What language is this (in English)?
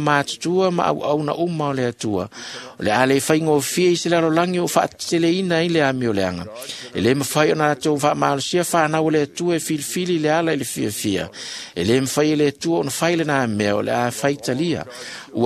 Samoan